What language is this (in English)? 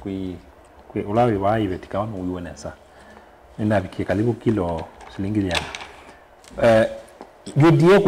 Kamba